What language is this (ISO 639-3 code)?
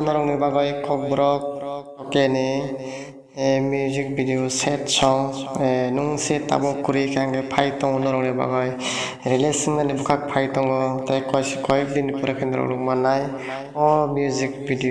trp